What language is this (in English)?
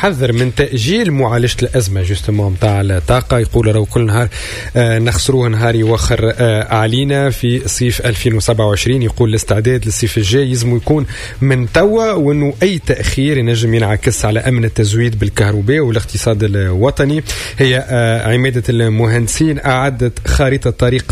Tunisian Arabic